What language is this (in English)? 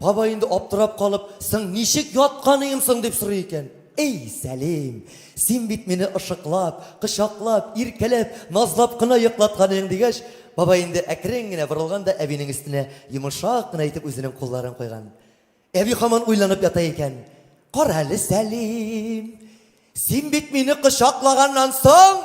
Tatar